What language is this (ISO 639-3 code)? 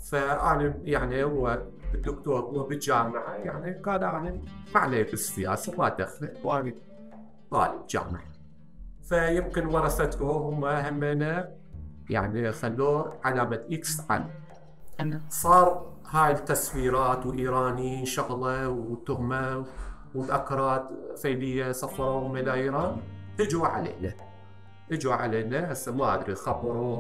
acm